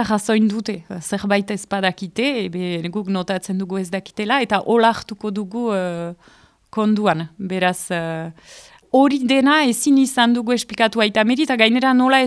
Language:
Basque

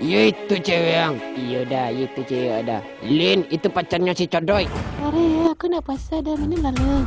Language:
Minangkabau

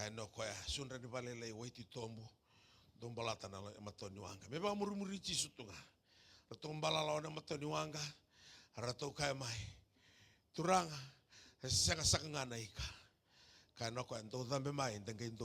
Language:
Fijian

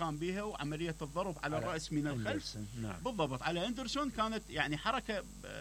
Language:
Mesopotamian Arabic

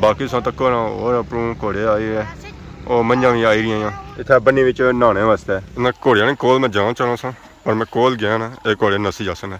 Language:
Pahari-Potwari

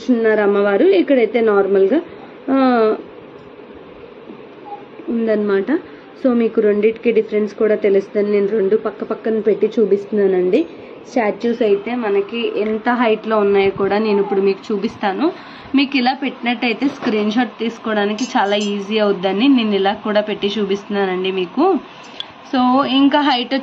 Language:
Telugu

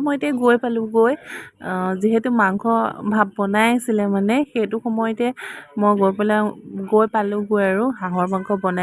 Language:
Assamese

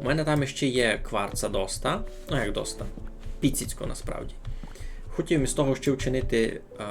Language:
Rusyn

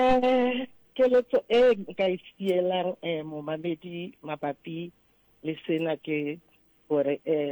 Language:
Southern Sotho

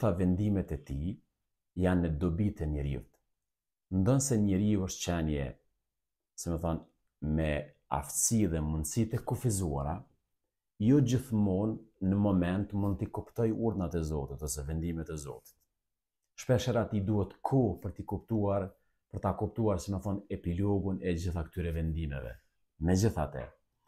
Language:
Albanian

